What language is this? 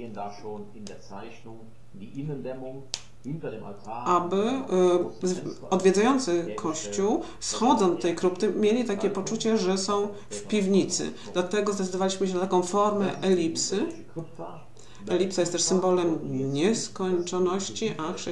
Polish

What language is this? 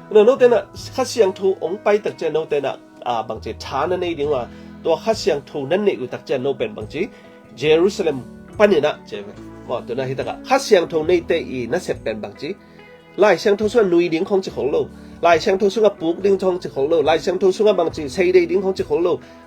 Tedim Chin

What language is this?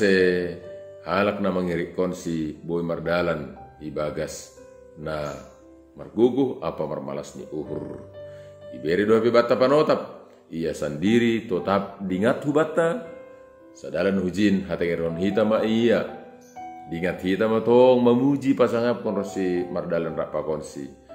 Batak Simalungun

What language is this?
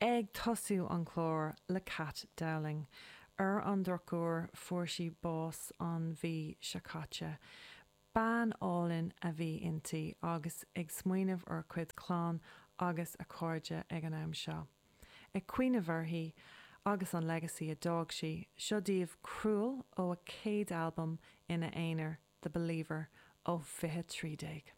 Irish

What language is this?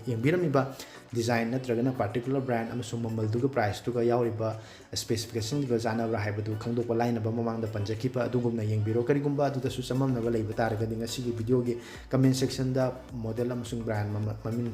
Manipuri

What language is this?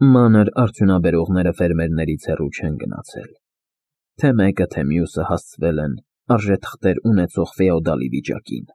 Armenian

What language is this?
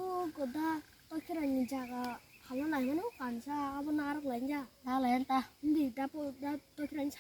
Kok Borok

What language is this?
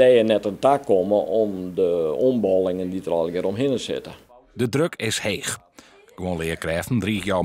Western Frisian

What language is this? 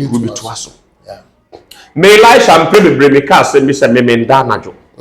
Akan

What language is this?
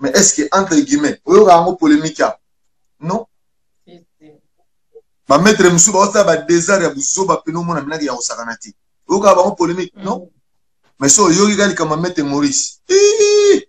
Lingala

